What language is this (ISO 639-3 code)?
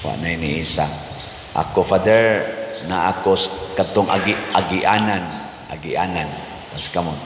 ceb